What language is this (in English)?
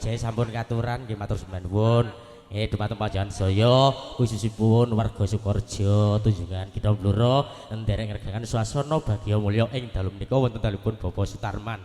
Javanese